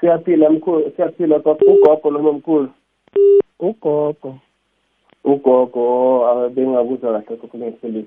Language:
South Ndebele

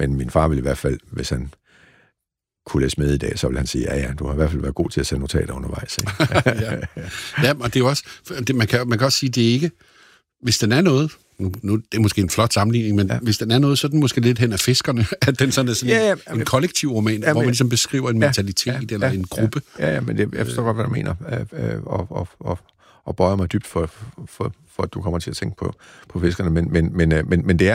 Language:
Danish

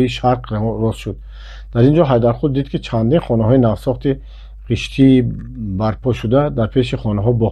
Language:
Tajik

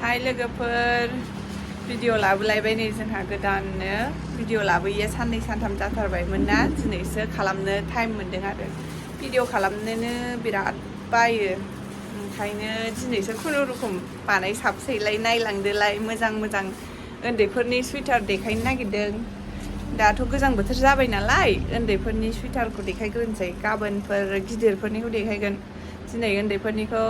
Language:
Bodo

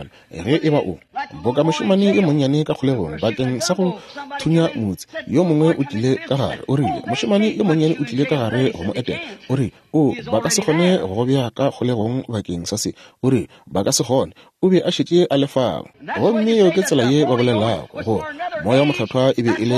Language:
Northern Sotho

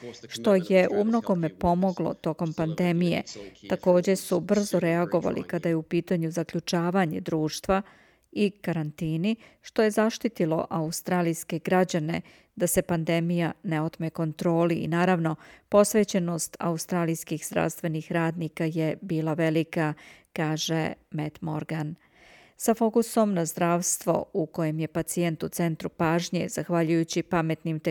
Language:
Serbian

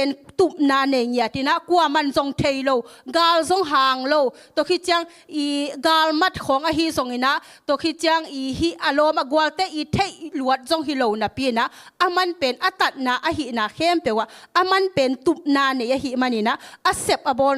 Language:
Tedim Chin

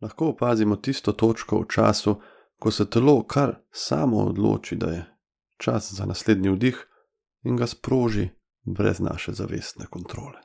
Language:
Slovenian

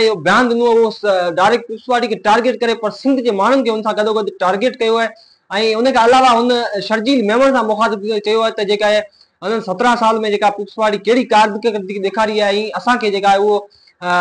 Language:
Sindhi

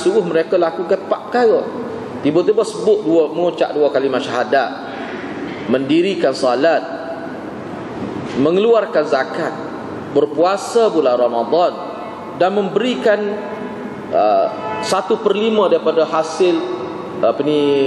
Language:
Malay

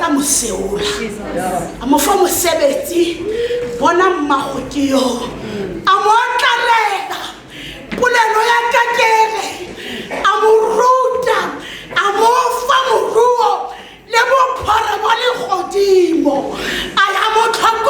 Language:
Tswana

